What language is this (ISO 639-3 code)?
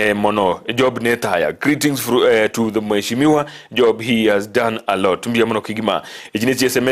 guz